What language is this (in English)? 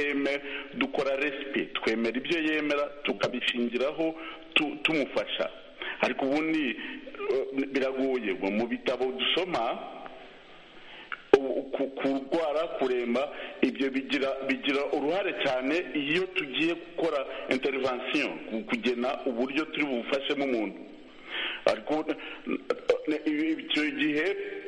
Kinyarwanda